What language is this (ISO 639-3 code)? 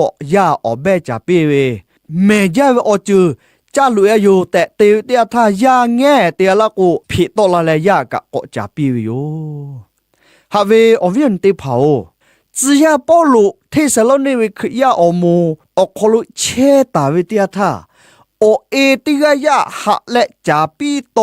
lhu